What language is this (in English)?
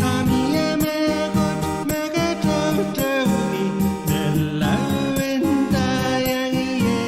Pohnpeian